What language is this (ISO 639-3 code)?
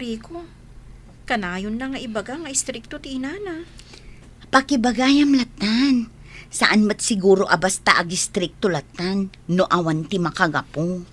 ilo